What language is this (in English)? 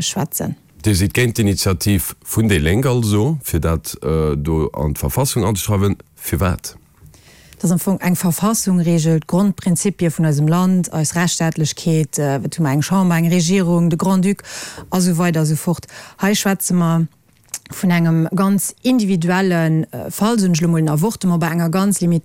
Luxembourgish